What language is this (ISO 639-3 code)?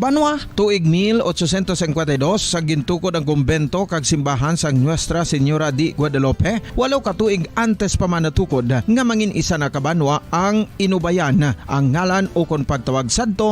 hil